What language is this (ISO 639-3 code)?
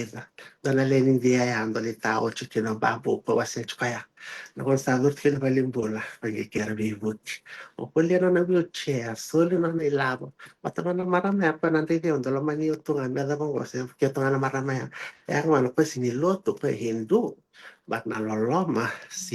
fij